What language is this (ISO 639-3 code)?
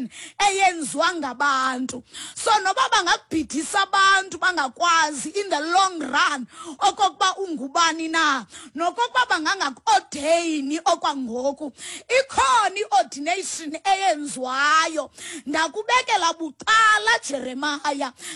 xho